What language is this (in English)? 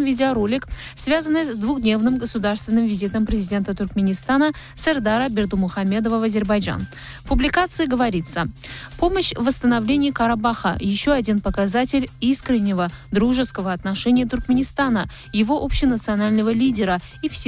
Russian